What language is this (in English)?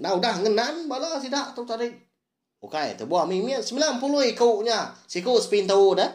Iban